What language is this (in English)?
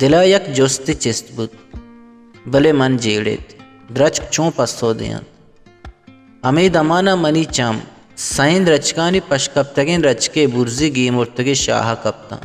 Baluchi